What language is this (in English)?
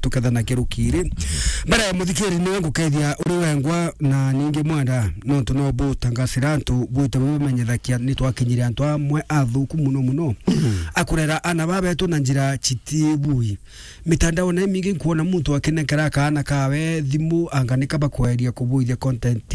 Meru